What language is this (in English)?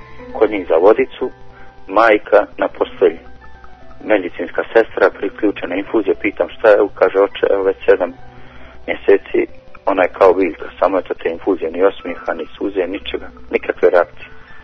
Bosnian